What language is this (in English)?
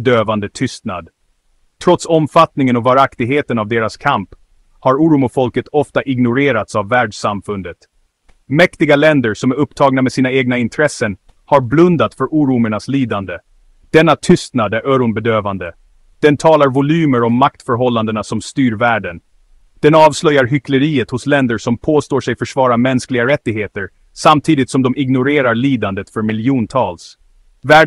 Swedish